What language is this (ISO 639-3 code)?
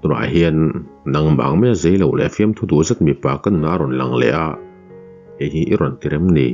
lus